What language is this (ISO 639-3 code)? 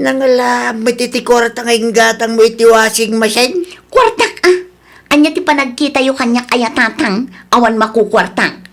ilo